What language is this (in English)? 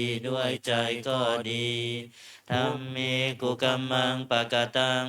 Pali